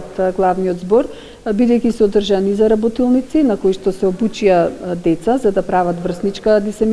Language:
Macedonian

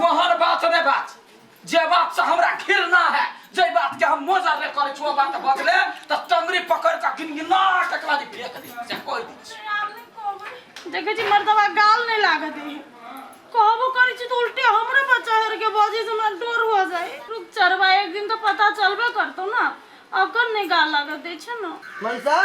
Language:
Maithili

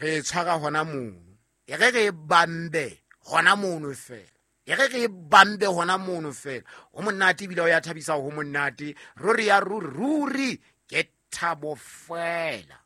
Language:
Southern Sotho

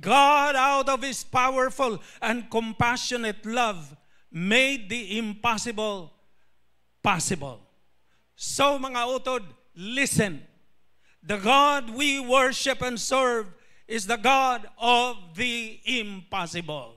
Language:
Hiligaynon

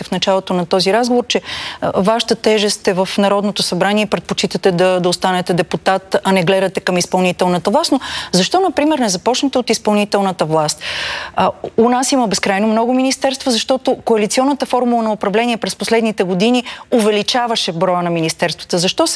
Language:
Bulgarian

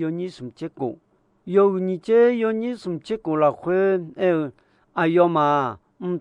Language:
Akha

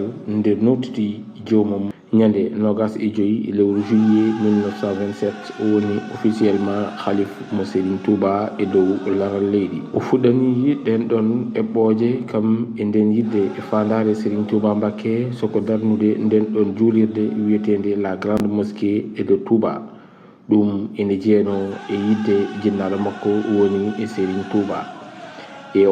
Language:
Fula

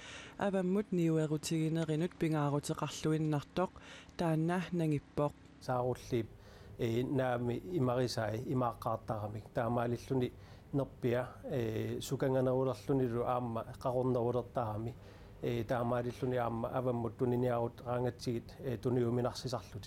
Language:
Kalaallisut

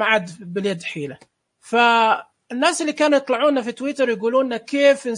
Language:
Najdi Arabic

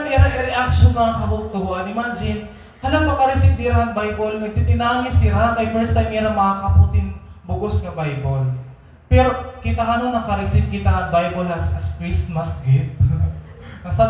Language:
Waray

